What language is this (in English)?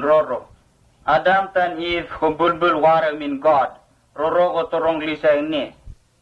Vurës